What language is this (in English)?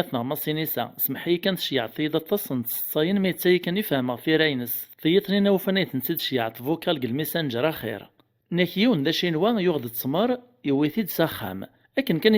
Kabyle